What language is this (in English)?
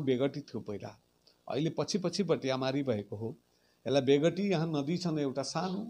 Nepali